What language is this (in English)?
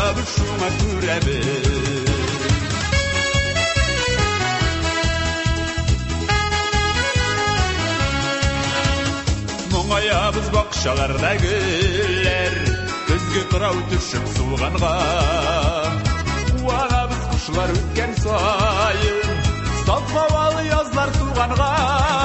Tatar